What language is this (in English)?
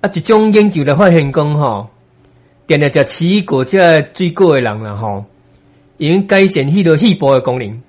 Min Nan Chinese